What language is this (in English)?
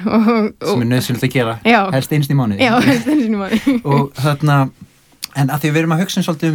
Icelandic